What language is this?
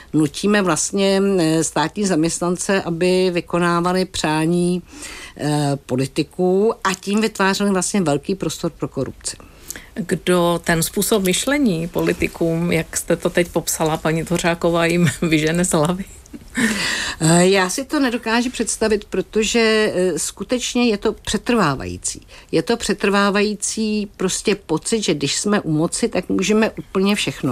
Czech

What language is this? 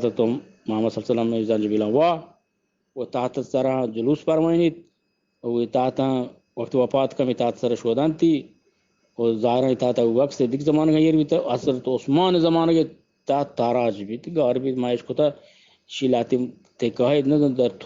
Eastern Balochi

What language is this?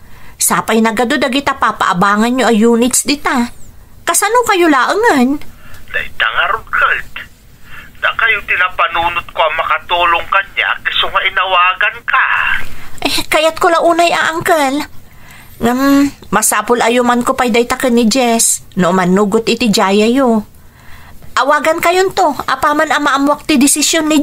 Iloko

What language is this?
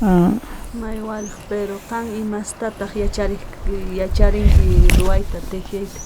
South Bolivian Quechua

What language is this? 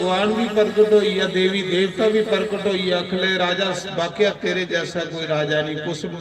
Dogri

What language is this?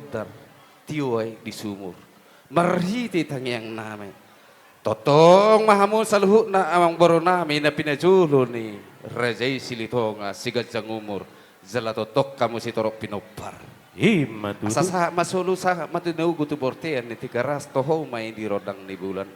Batak Toba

